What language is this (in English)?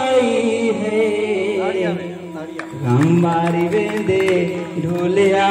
Saraiki